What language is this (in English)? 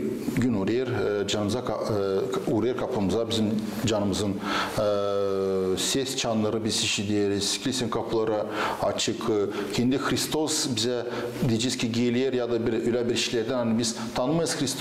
Gagauz